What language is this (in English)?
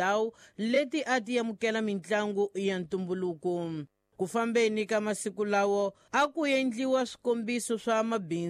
Tsonga